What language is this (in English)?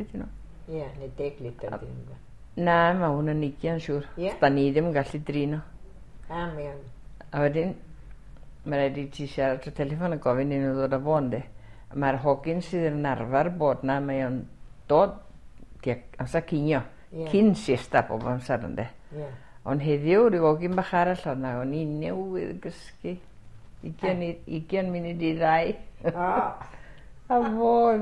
Welsh